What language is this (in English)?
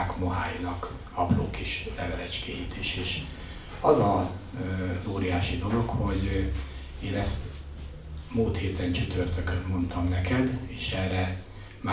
Hungarian